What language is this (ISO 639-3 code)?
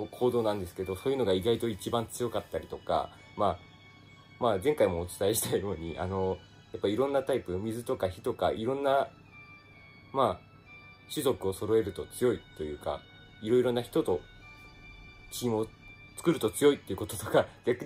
jpn